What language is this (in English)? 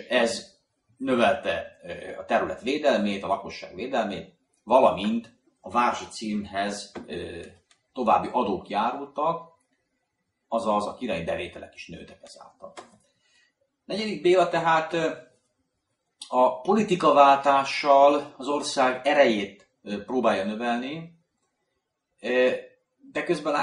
Hungarian